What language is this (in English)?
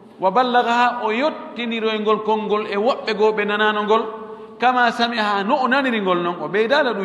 Pular